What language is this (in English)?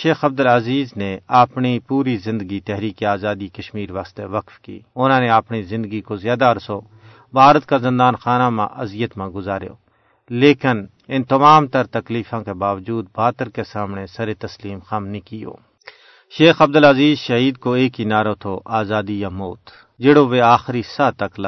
Gujari